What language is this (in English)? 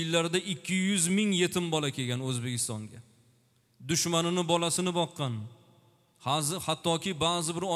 Uzbek